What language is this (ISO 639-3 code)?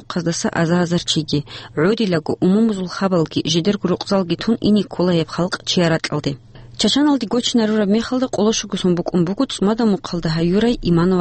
ava